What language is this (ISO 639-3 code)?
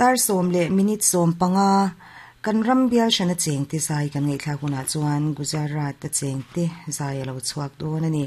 lus